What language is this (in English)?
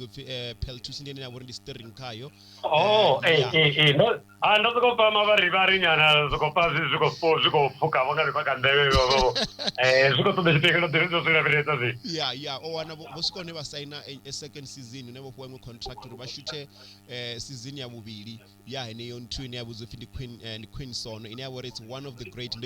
Venda